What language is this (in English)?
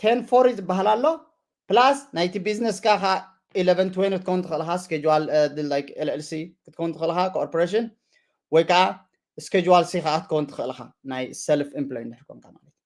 Tigrinya